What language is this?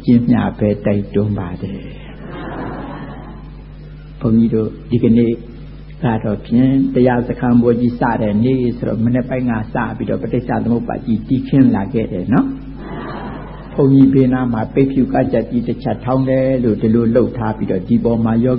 Burmese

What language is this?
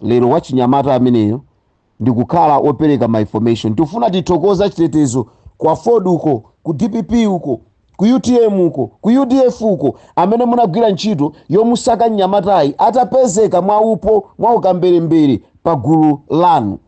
Nyanja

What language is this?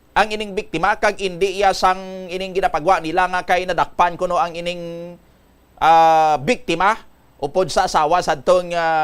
Hiligaynon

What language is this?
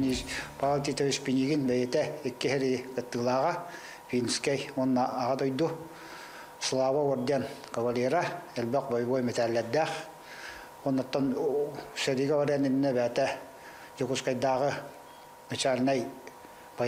Yakut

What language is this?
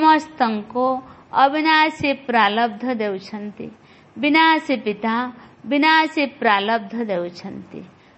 Odia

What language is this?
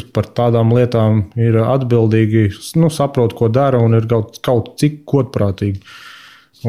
Latvian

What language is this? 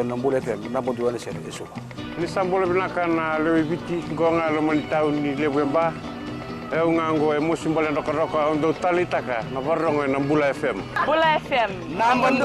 Fijian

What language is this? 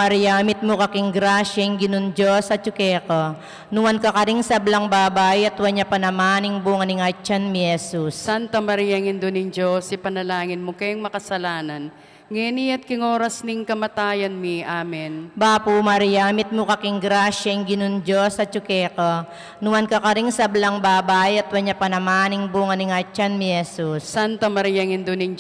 Pampanga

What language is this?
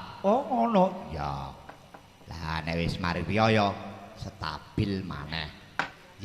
Javanese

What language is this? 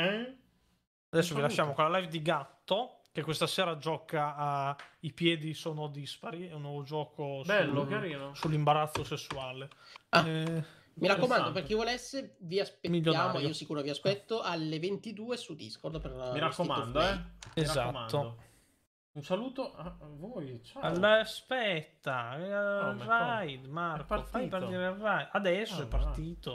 Italian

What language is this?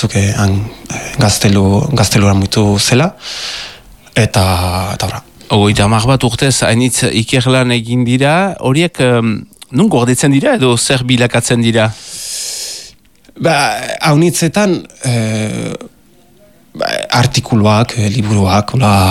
Basque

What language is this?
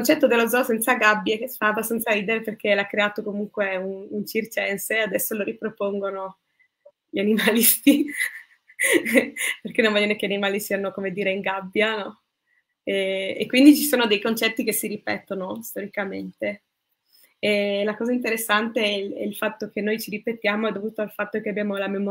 Italian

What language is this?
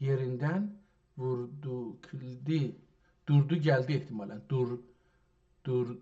South Azerbaijani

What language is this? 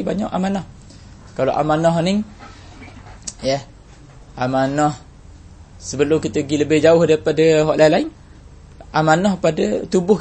Malay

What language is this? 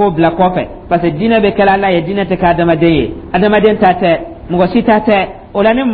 Dyula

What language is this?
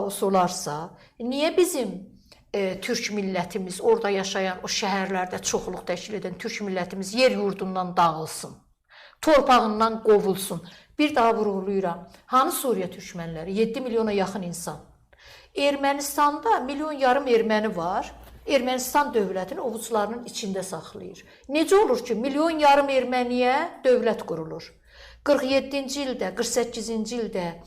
Azerbaijani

